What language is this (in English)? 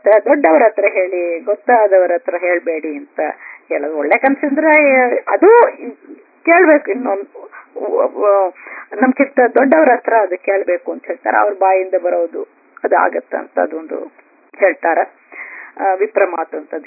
Kannada